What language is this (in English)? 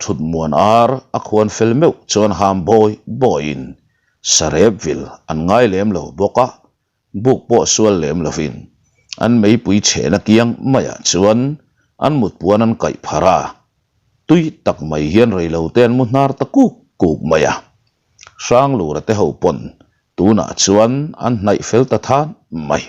Mizo